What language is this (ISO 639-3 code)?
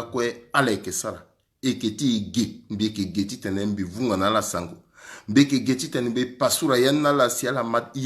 sag